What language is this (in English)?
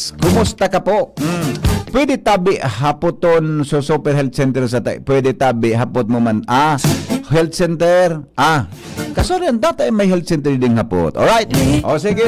Bikol